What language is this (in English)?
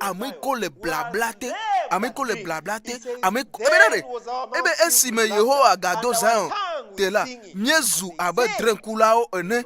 Ewe